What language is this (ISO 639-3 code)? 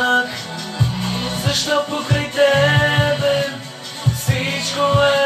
bul